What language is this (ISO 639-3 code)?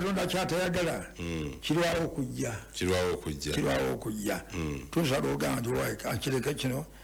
lug